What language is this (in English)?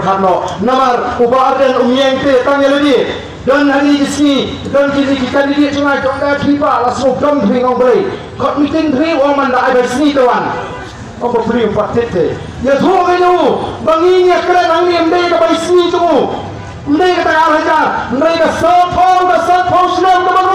Khasi